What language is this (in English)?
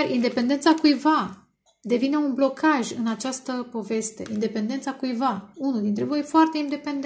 Romanian